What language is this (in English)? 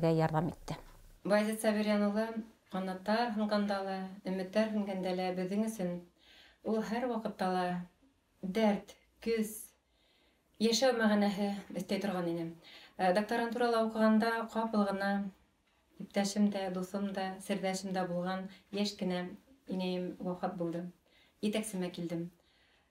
Bashkir